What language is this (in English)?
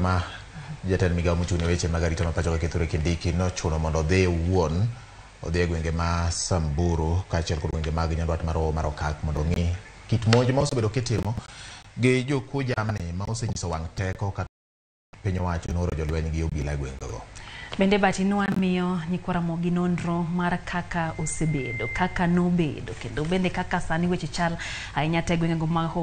Luo (Kenya and Tanzania)